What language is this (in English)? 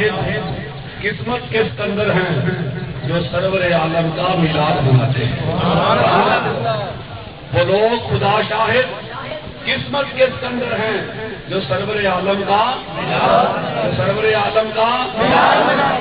Urdu